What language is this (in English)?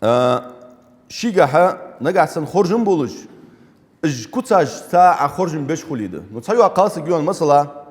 Ingush